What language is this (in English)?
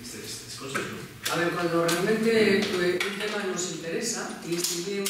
Asturian